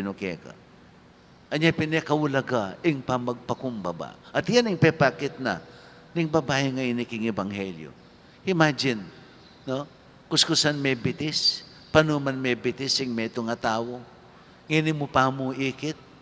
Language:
Pampanga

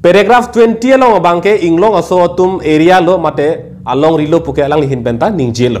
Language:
Karbi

